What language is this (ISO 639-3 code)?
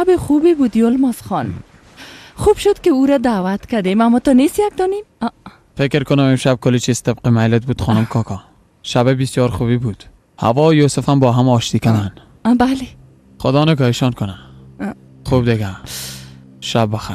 fas